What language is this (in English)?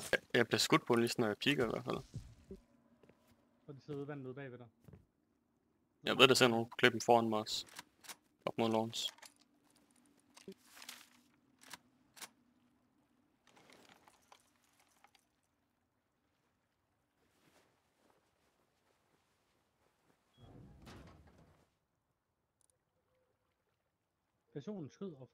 Danish